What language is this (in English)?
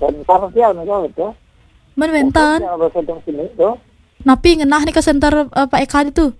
Balinese